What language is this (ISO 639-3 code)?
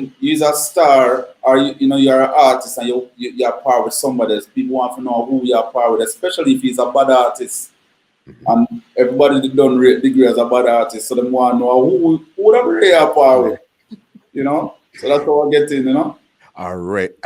jam